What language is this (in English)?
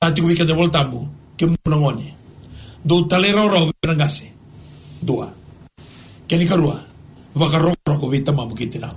Fijian